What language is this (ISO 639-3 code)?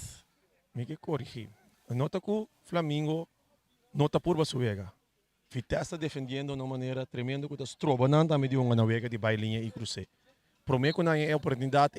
pap